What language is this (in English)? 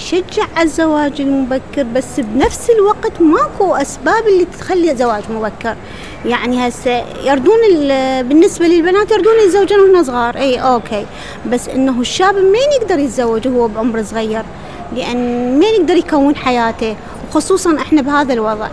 Mesopotamian Arabic